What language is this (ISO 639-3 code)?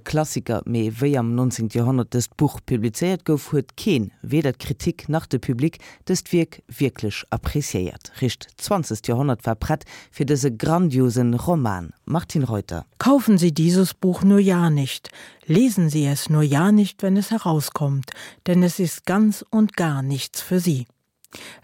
ltz